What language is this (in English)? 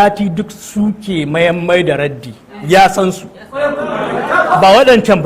Hausa